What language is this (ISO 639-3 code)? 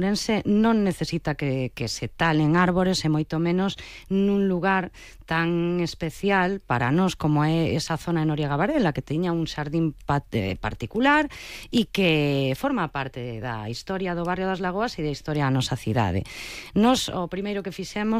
glg